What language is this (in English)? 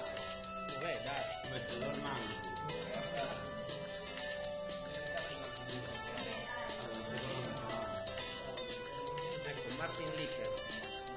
Italian